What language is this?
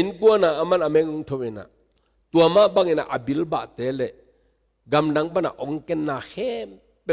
Tedim Chin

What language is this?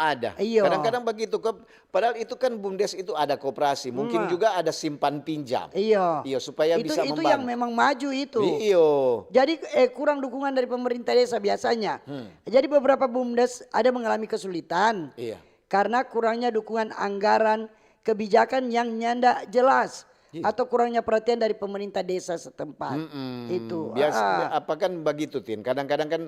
Manado Malay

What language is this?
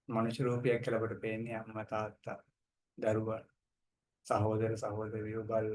Sinhala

